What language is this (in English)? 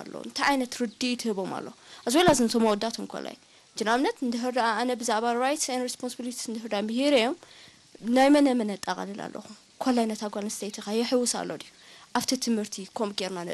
Tigrinya